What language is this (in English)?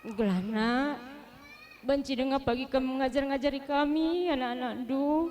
Batak Karo